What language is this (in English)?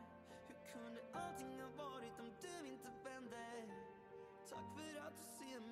Swedish